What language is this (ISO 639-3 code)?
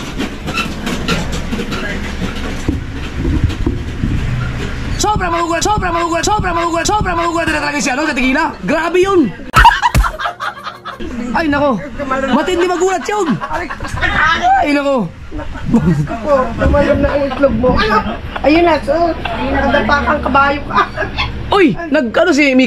fil